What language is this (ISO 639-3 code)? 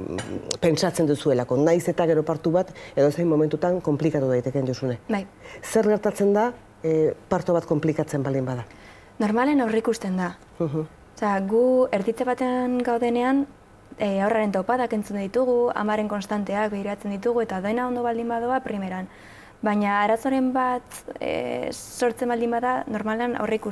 eus